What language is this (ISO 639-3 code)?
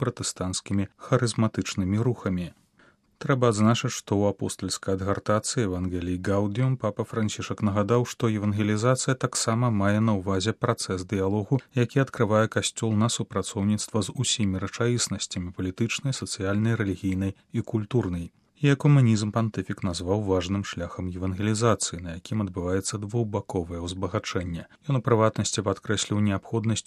bel